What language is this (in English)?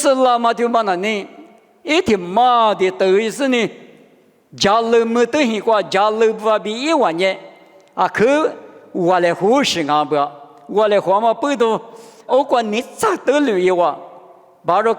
Lisu